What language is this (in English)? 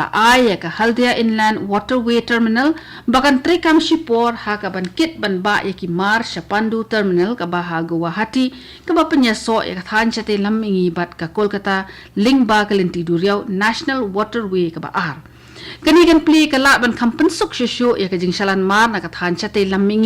Khasi